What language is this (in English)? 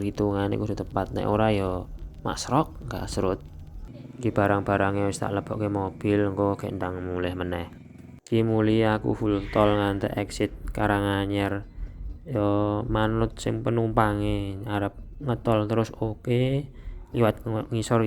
Javanese